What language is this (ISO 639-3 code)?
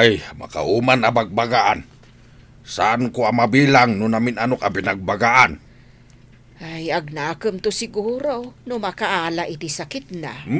ilo